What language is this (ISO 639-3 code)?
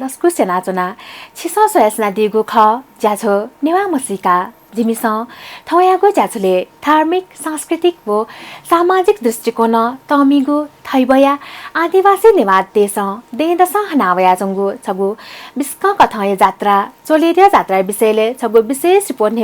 new